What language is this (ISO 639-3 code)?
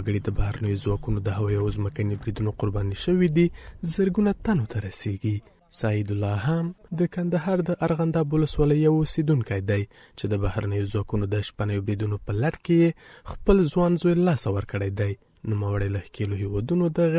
pus